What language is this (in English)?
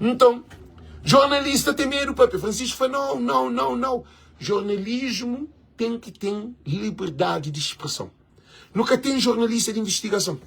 Kabuverdianu